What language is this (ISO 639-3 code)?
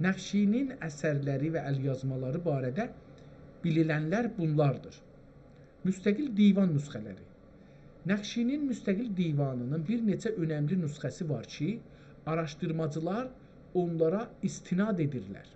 azb